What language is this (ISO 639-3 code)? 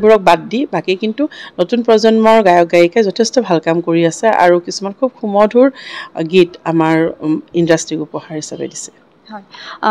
asm